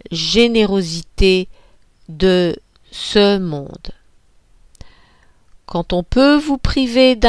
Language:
French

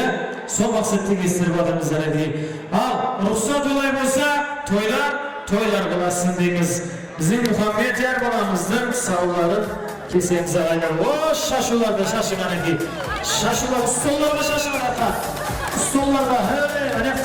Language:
Kara-Kalpak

